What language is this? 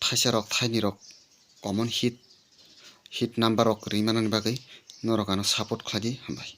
Kok Borok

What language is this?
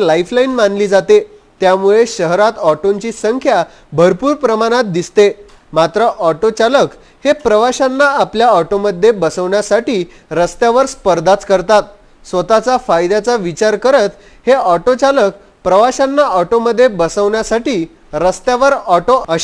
Marathi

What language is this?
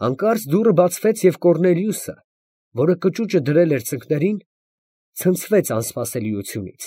Armenian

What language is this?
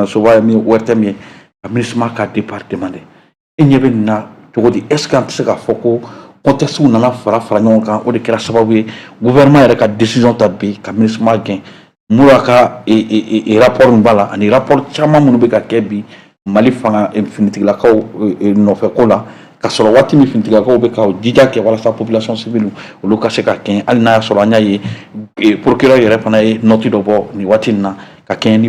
Bambara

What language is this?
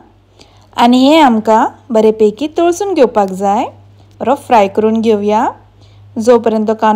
Konkani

